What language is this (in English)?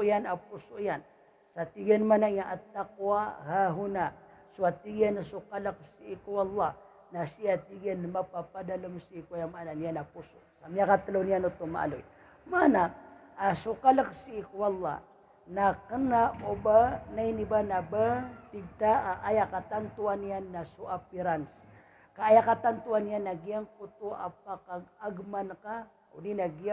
Maranao